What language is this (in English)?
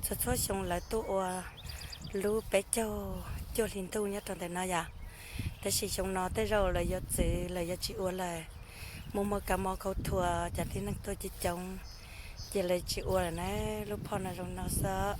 Hmong